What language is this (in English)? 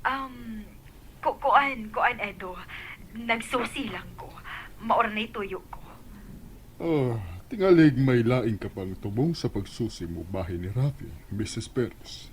Cebuano